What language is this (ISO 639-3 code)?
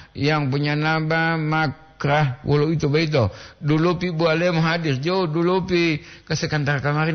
gor